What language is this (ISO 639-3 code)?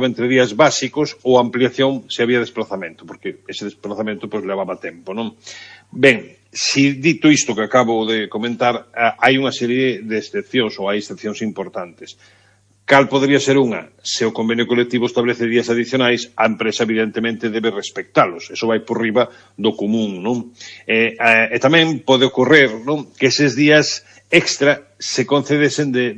glg